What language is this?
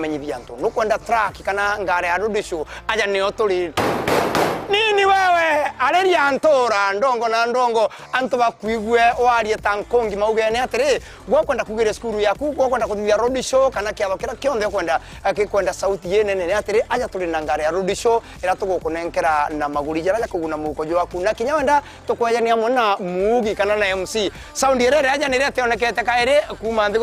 Meru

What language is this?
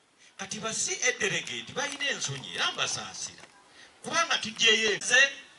Ganda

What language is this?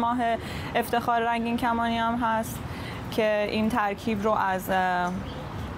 Persian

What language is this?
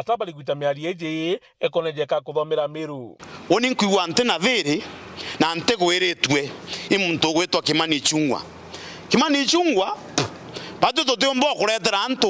Meru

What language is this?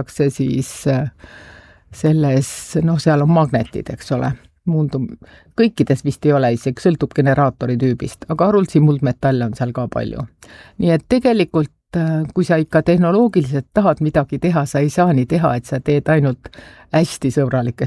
Estonian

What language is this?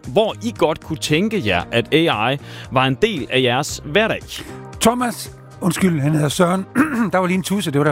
Danish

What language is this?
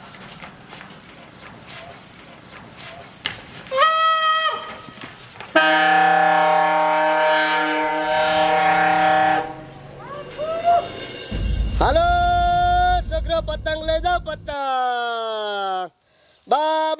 Gujarati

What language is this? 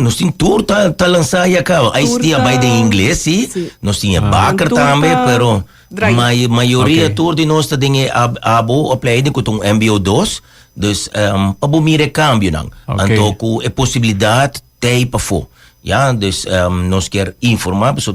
Papiamento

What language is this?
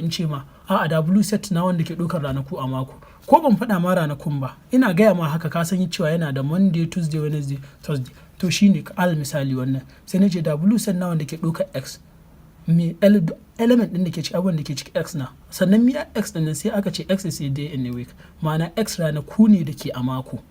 Hausa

